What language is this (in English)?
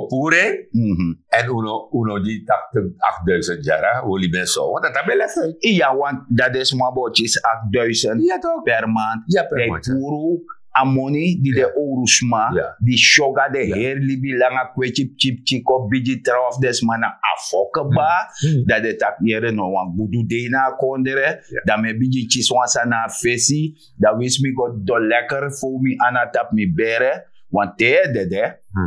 Sranan Tongo